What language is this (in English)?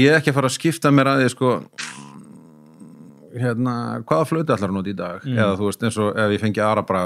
Icelandic